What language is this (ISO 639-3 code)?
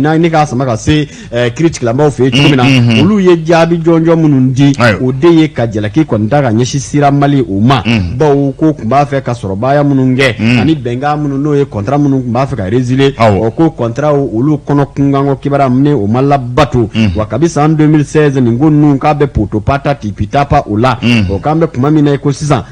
bam